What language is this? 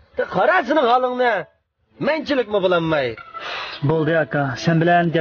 Uyghur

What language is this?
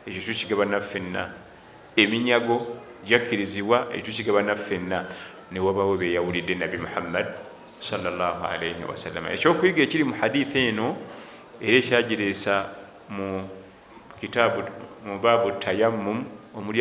Ganda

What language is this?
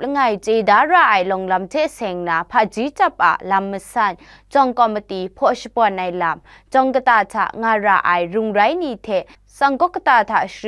Kachin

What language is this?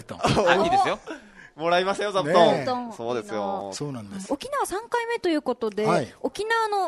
Japanese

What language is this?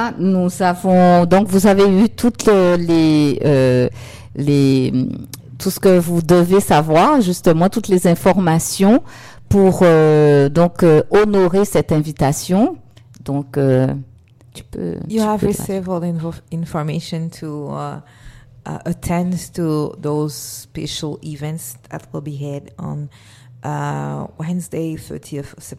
French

